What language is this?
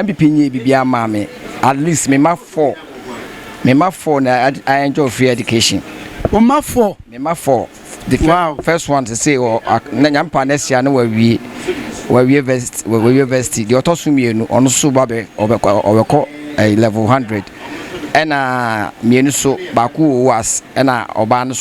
Akan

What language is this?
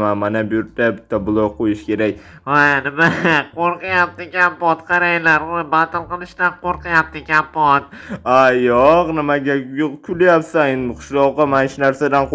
Uzbek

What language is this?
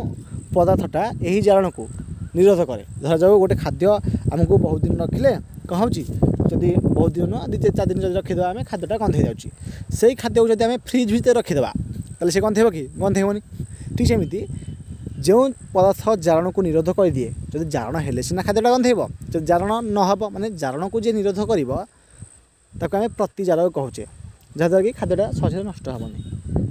Odia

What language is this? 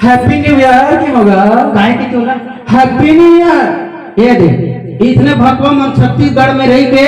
Chhattisgarhi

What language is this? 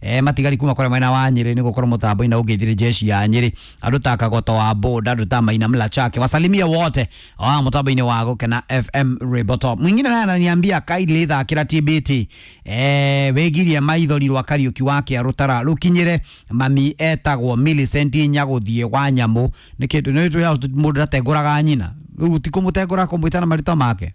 Kikuyu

